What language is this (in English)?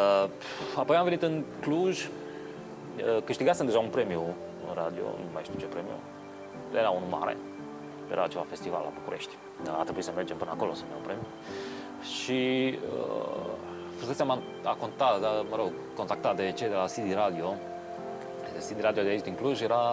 Romanian